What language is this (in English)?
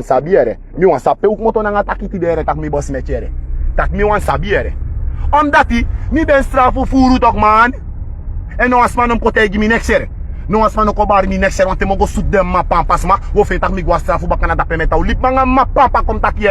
Sranan Tongo